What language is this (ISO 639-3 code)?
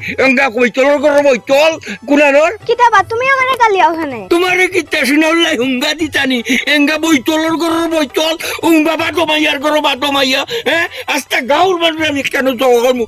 syl